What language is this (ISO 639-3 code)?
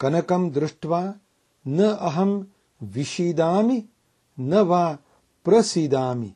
san